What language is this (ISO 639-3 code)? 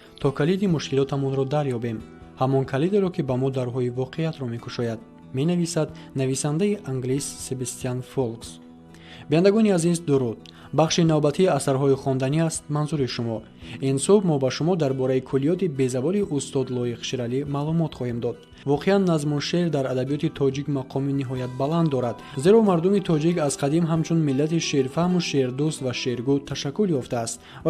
tgk